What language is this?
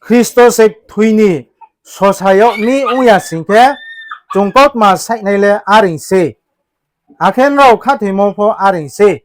Riang (India)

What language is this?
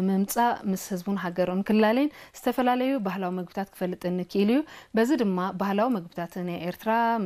Tigrinya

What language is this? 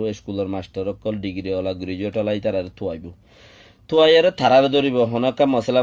Rohingya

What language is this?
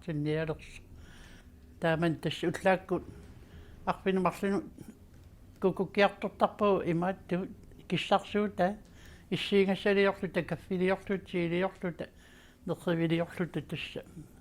Kalaallisut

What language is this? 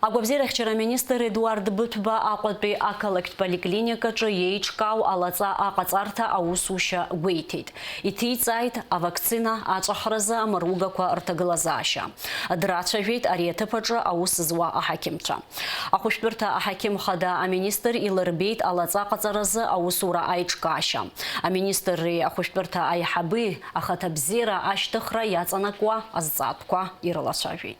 Abkhazian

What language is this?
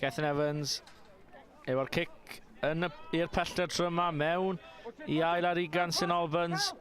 Welsh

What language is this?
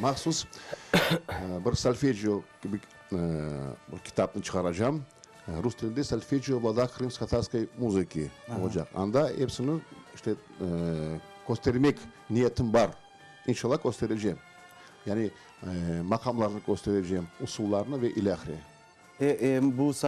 Crimean Tatar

